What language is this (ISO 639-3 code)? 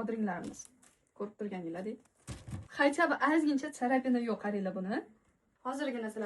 uzb